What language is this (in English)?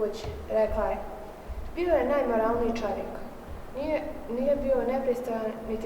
Bosnian